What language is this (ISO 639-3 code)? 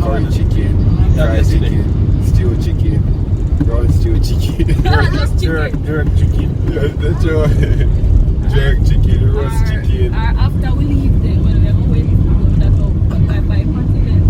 jam